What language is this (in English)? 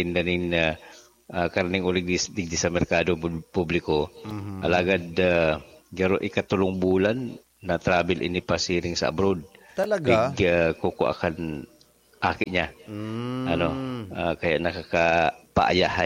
Bikol